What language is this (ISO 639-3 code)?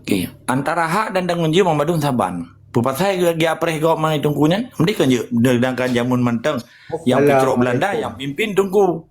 ace